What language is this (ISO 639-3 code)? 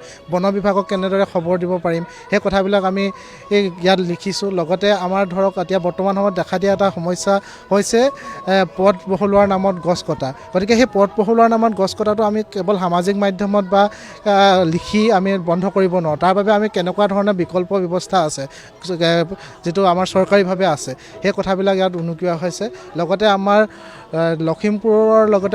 asm